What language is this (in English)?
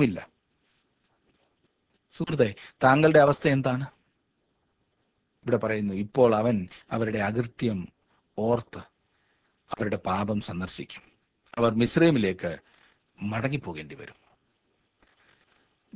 Malayalam